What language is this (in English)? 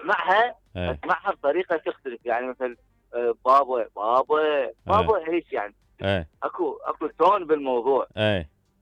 Mesopotamian Arabic